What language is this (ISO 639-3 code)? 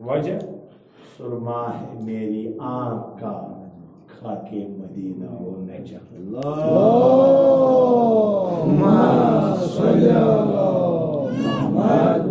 kas